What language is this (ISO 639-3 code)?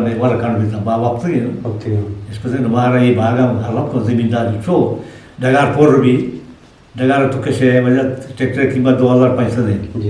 bgp